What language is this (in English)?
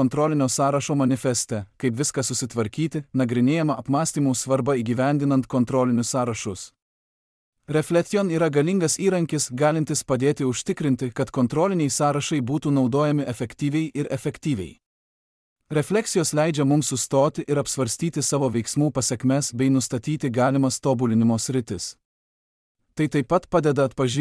Lithuanian